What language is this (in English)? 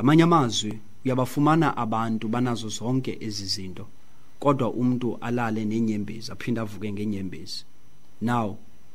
Xhosa